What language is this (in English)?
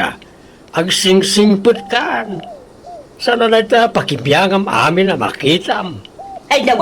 Iloko